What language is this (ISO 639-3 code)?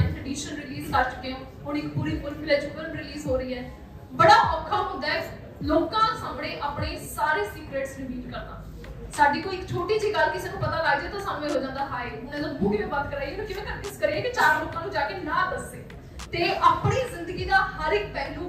pan